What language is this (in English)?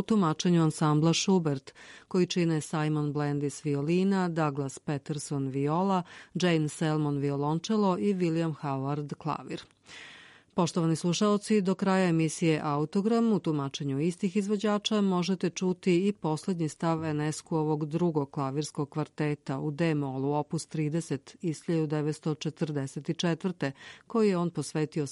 Serbian